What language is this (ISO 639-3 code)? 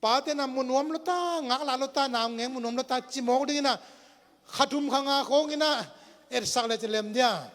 ctd